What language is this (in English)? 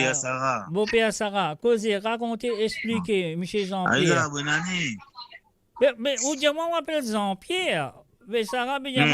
Morisyen